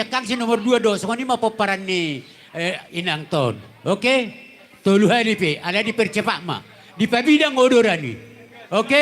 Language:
Batak Toba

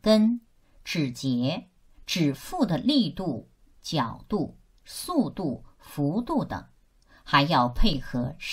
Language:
Chinese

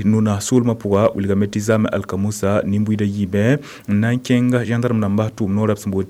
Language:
Mossi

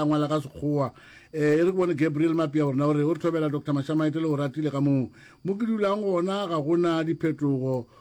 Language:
Northern Sotho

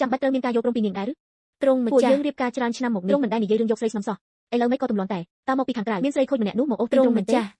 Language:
Khmer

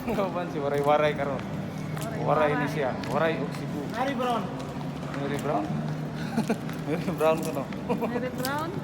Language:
Cebuano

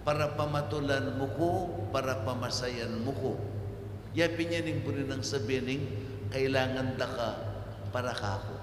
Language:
Pampanga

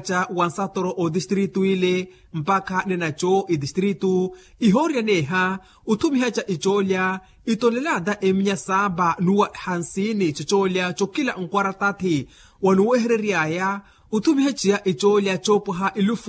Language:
Makhuwa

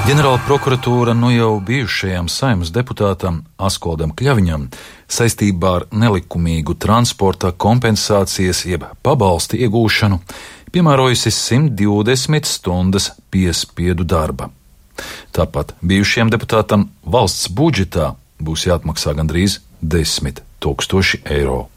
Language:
Latvian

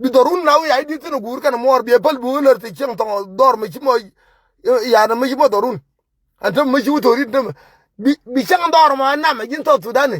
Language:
Nuer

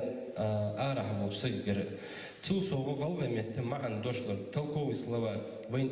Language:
Ingush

